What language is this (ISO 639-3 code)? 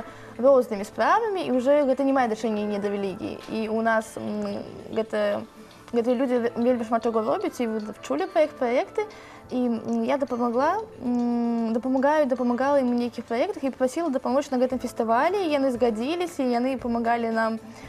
bel